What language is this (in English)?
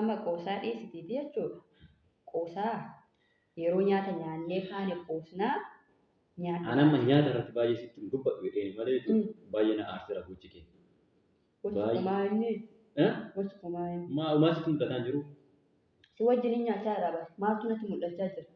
Oromo